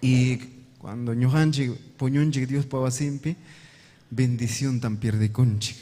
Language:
Ayacucho Quechua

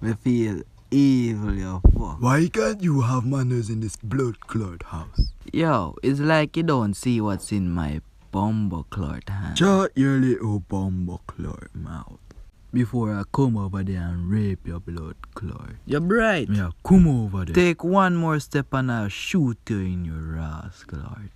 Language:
Jamaican Creole English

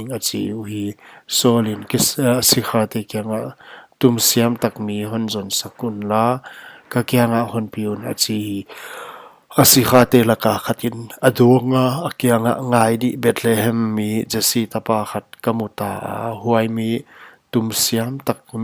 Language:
Paite Chin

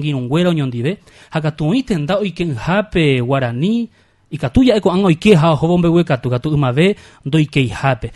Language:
Guarani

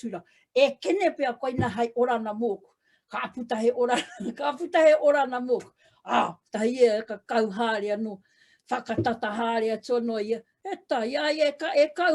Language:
Māori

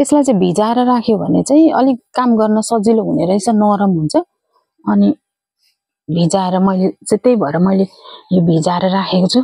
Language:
Nepali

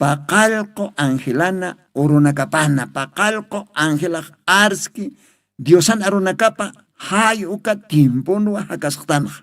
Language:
Aymara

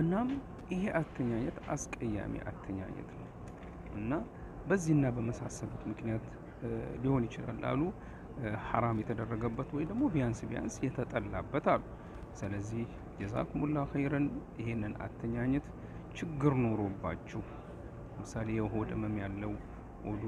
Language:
Amharic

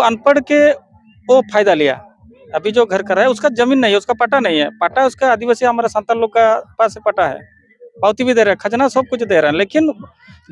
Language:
Santali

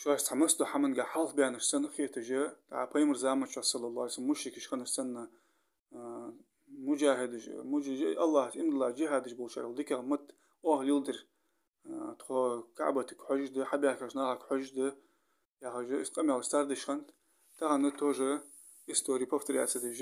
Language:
Ingush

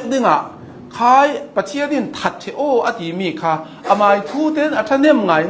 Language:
Hakha Chin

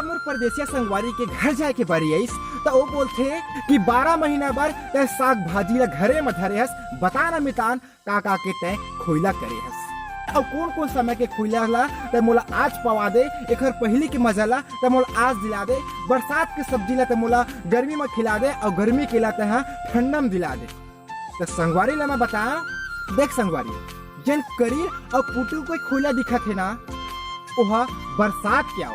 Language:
Chhattisgarhi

